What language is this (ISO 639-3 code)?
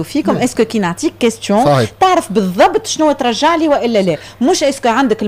aeb